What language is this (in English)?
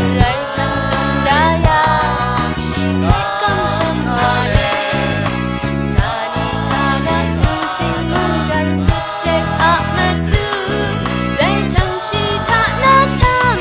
Kachin